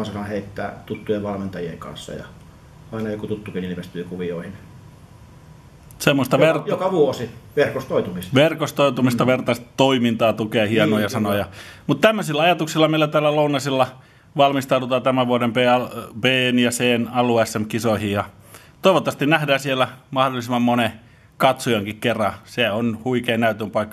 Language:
Finnish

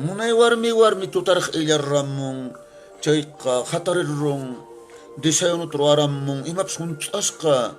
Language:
Quechua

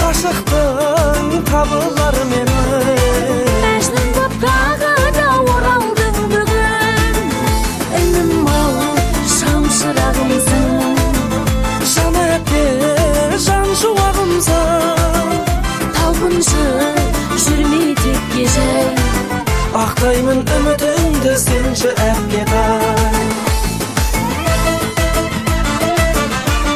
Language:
Kazakh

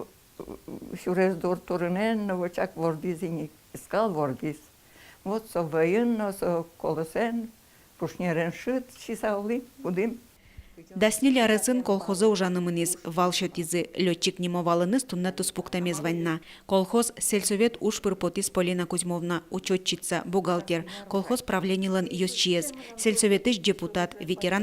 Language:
Udmurt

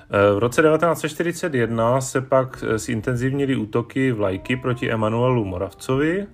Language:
Czech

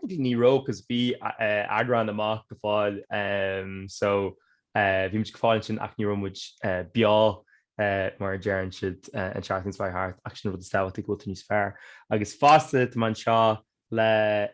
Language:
Irish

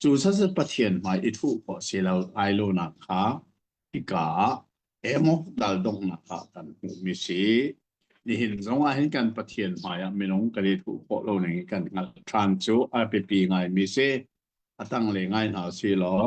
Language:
Hakha Chin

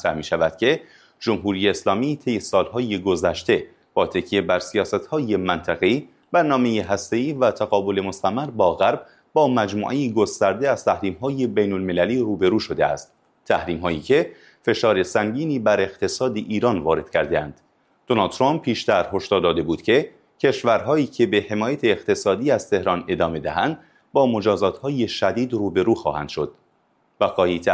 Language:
Persian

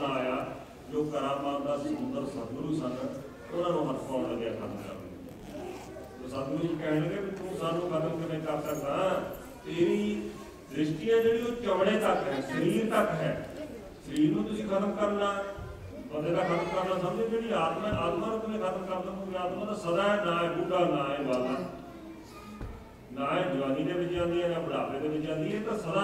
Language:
Punjabi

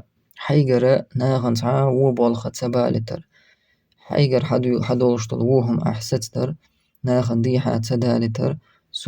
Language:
Chechen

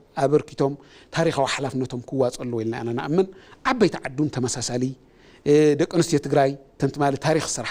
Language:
Tigrinya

